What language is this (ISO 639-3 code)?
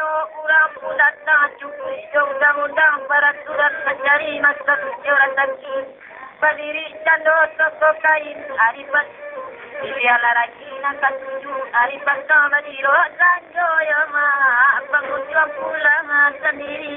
min